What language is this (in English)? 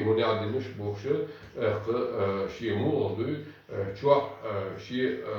Chechen